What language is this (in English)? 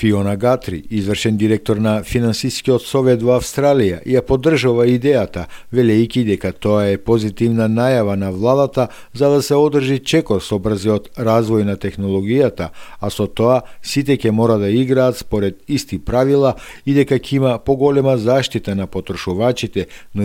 Macedonian